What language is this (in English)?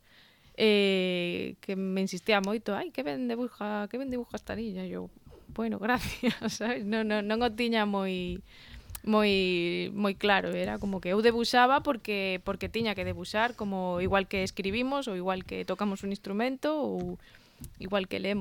Galician